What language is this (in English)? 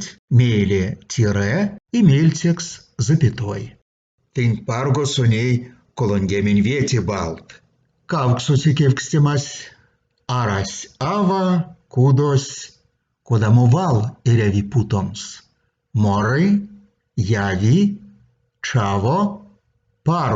Erzya